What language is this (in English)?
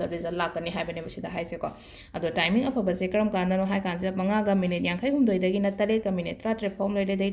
Manipuri